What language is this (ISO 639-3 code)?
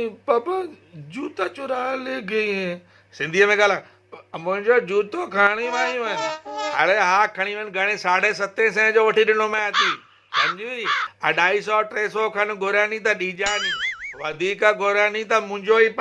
snd